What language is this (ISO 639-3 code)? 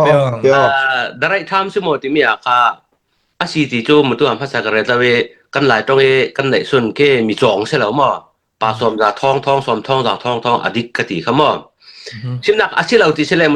cfm